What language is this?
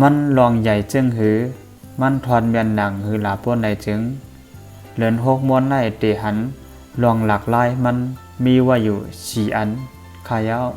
Shan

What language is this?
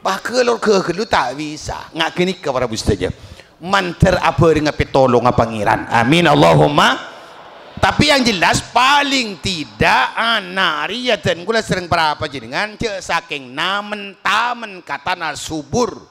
Madurese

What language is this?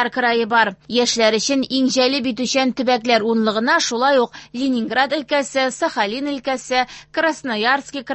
Tatar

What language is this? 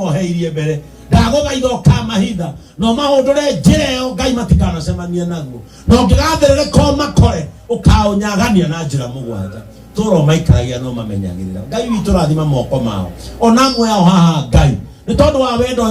Kikuyu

